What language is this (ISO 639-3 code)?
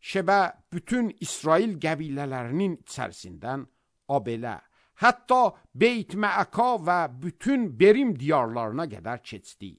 aze